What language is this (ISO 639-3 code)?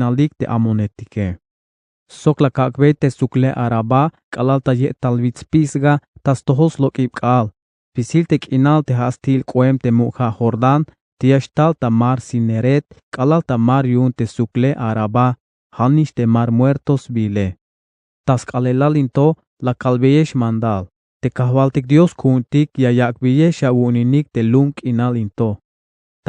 tzh